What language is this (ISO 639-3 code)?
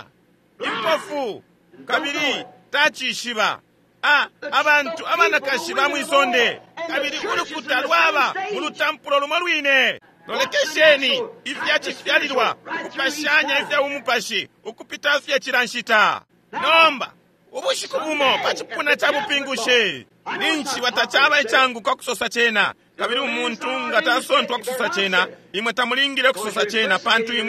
bem